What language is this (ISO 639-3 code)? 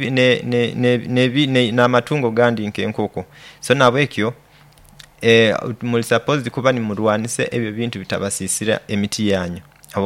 nyo